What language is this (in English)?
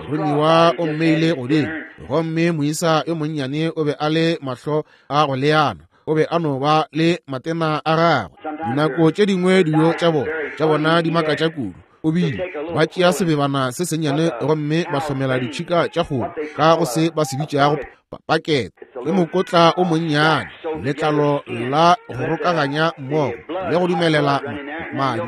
Northern Sotho